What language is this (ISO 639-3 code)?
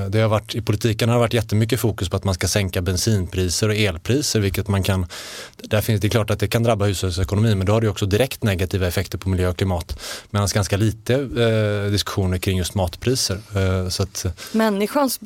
swe